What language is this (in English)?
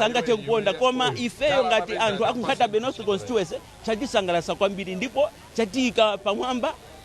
Nyanja